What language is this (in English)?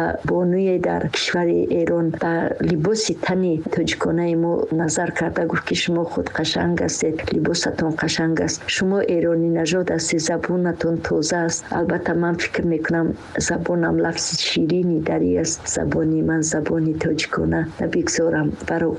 Tajik